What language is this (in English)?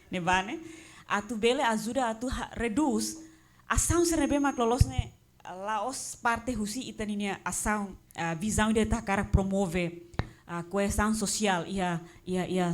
Tetum